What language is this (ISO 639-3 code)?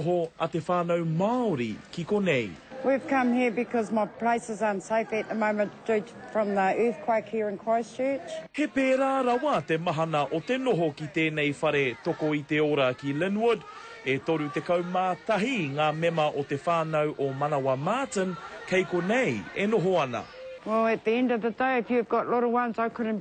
mri